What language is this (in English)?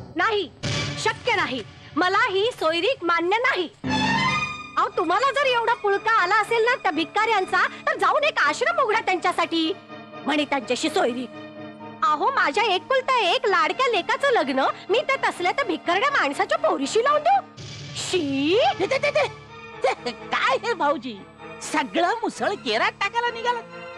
Marathi